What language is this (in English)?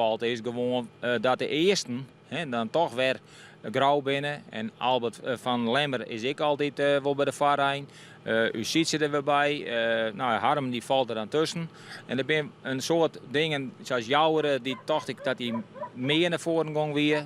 Western Frisian